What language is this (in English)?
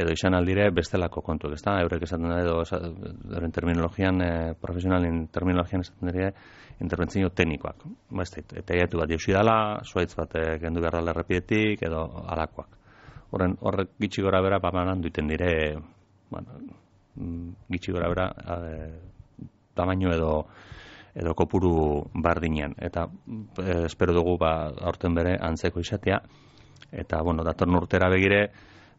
Basque